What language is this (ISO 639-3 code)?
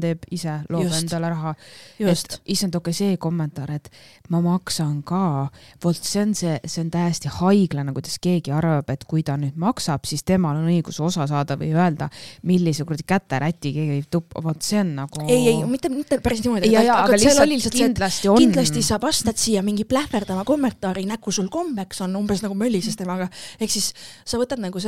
est